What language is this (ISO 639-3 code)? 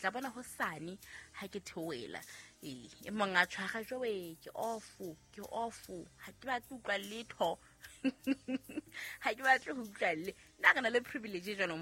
sot